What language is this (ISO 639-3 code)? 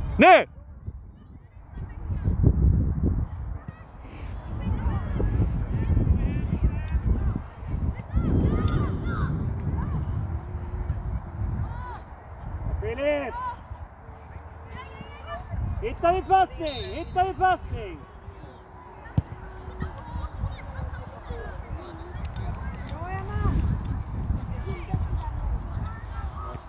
swe